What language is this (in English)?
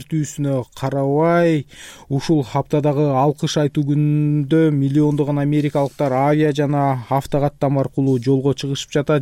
Kyrgyz